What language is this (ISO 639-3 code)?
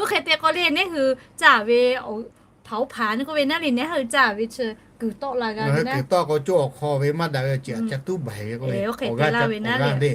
lhu